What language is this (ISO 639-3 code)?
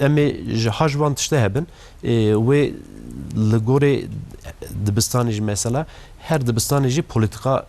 kur